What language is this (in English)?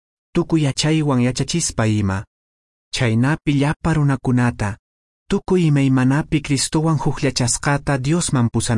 Quechua